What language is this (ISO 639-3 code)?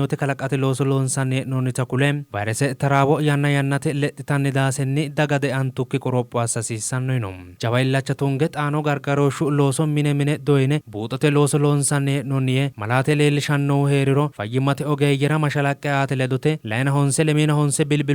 sid